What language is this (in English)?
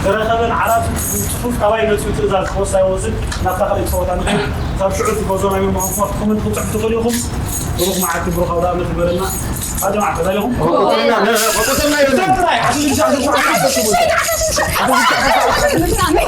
Tigrinya